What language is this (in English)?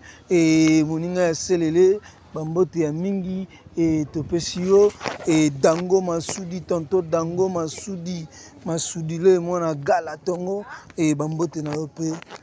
Lingala